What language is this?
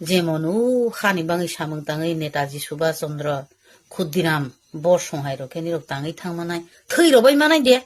Kok Borok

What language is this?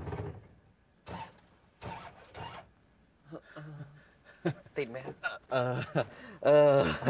Thai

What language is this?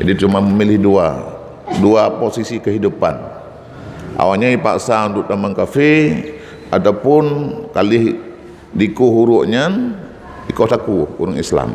Achinese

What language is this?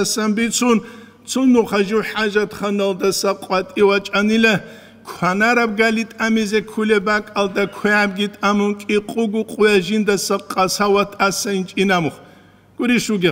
Avaric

